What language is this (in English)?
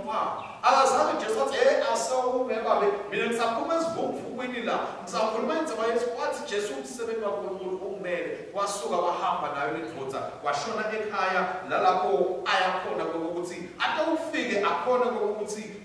Swati